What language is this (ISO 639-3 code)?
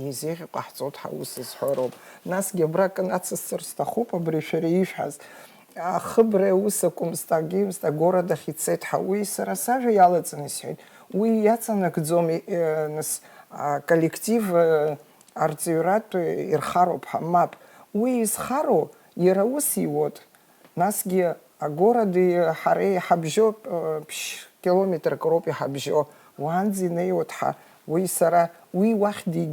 abk